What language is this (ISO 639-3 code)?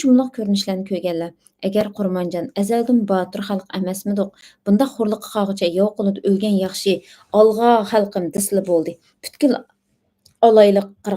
uig